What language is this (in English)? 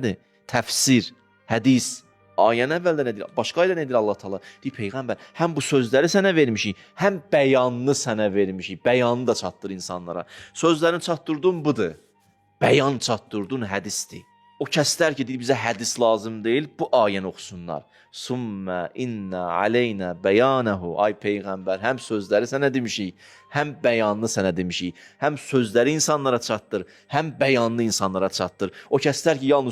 Azerbaijani